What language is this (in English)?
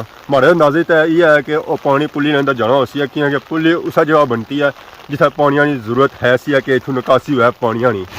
Pahari-Potwari